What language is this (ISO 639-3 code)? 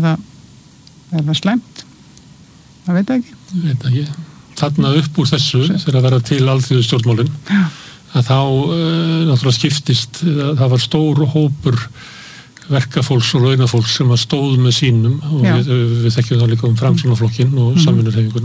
isl